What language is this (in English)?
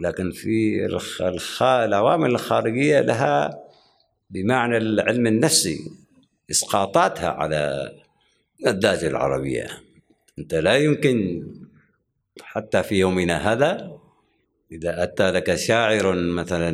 Gulf Arabic